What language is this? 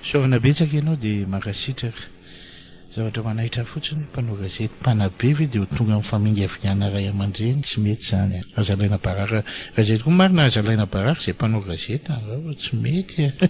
Malagasy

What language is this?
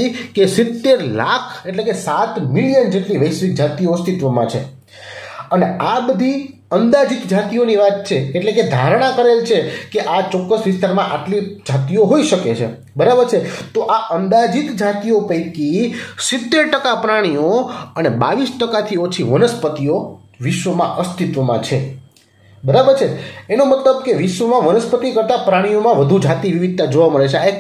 Gujarati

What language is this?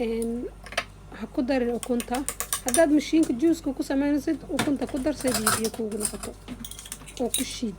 Somali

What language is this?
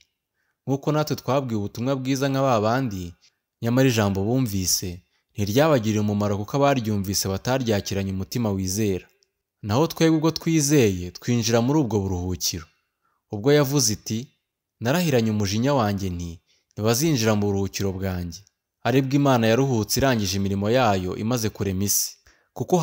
Kinyarwanda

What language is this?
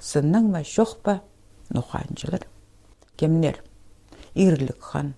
Khakas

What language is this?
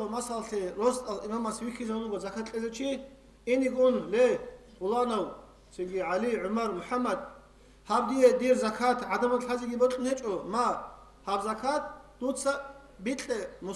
Avaric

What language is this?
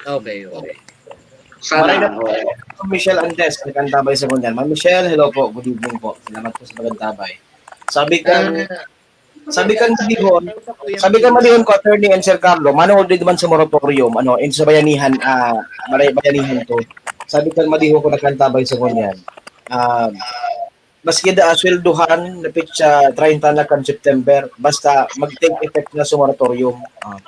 Bikol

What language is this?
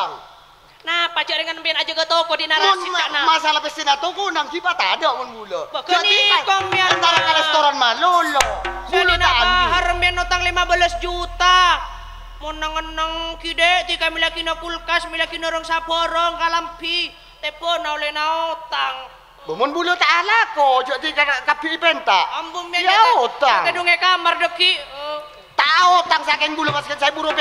Madurese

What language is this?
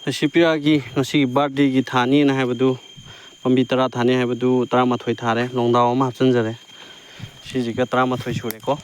Manipuri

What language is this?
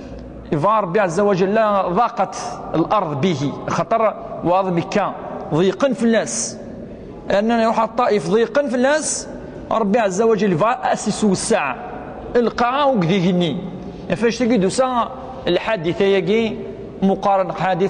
Kabyle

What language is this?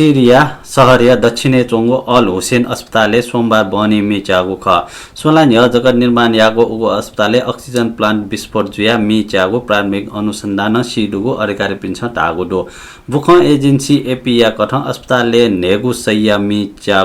Newari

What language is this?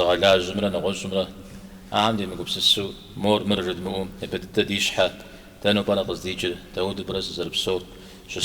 Kabardian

